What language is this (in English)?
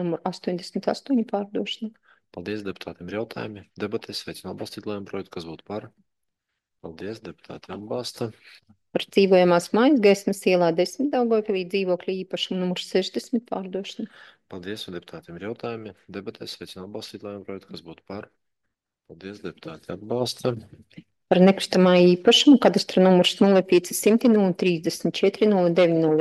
Latvian